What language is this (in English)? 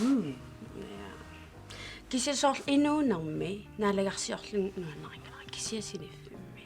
Kalaallisut